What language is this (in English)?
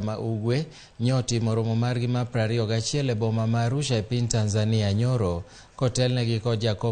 Luo (Kenya and Tanzania)